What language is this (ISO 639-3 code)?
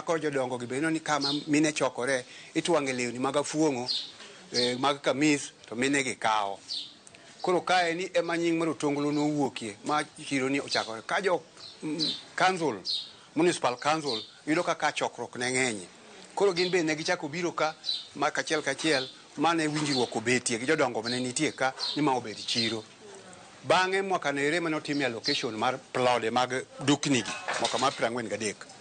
luo